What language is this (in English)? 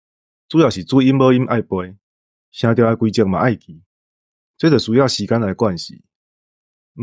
Min Nan Chinese